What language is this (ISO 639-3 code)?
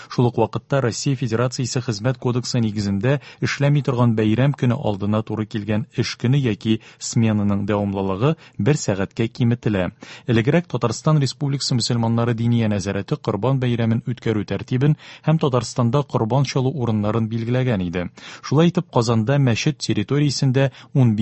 tat